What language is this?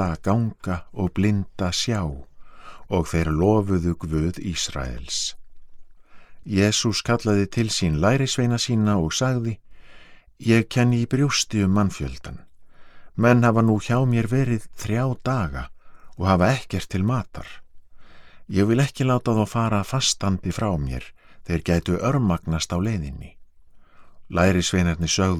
Icelandic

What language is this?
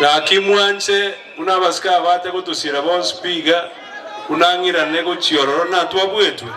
Gusii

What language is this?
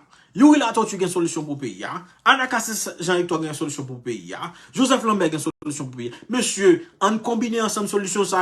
Haitian Creole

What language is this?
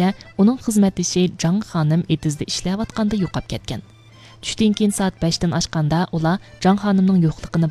Uyghur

